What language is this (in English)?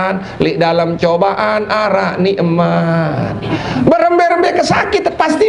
Sasak